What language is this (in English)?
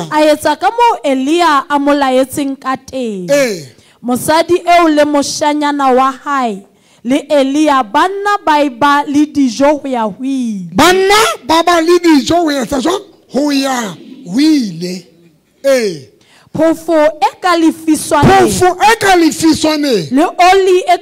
Southern Sotho